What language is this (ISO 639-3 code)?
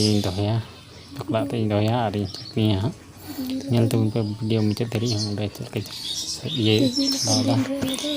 sat